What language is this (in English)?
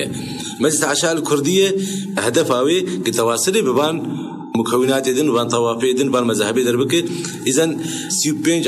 Kurdish